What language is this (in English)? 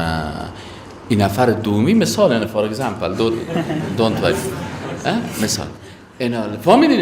Persian